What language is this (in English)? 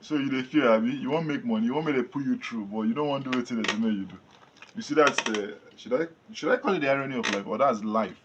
Nigerian Pidgin